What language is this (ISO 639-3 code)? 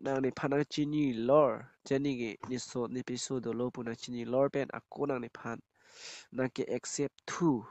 mjw